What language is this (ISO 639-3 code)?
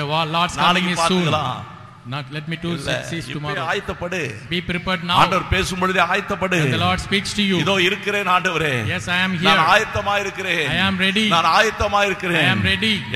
tam